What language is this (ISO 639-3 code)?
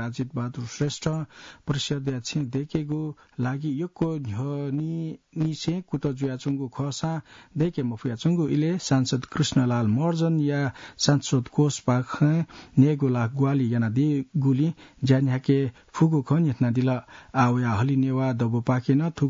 new